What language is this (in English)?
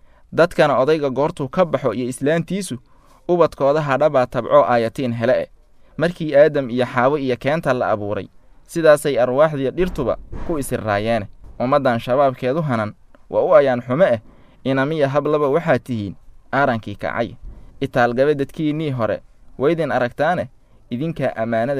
Somali